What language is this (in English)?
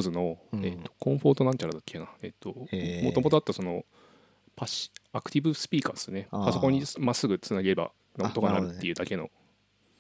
Japanese